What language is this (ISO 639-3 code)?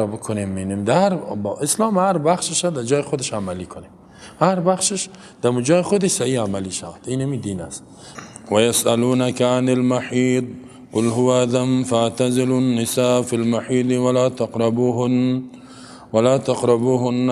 fas